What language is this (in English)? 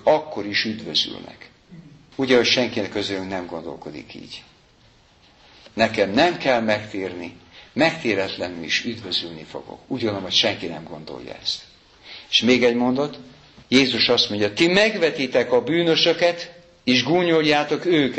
Hungarian